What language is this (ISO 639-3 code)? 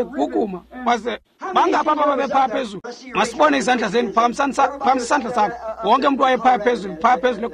xho